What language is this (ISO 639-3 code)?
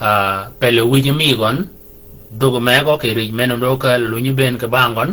shk